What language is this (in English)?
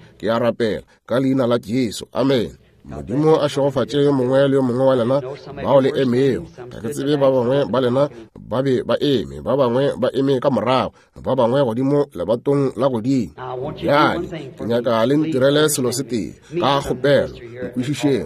Northern Sotho